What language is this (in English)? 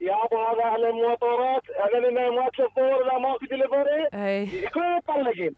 Mesopotamian Arabic